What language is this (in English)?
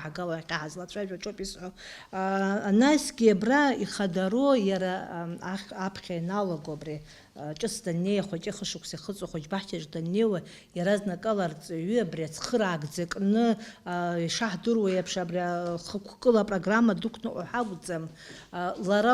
Abkhazian